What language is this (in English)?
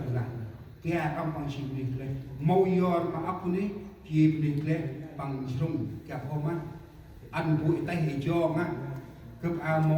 Central Mnong